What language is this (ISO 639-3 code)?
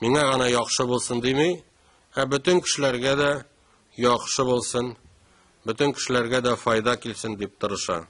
tat